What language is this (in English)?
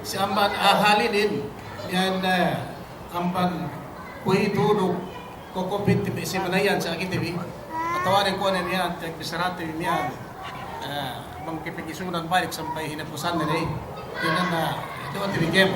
Yakan